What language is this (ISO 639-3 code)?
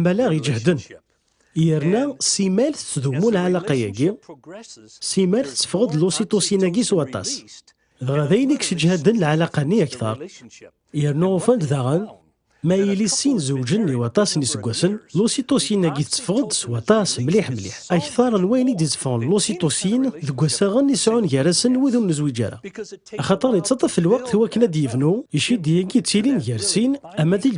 kab